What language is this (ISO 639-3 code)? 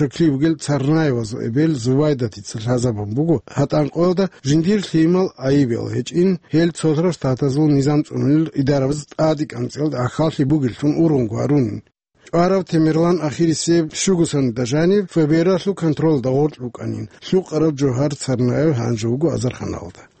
ava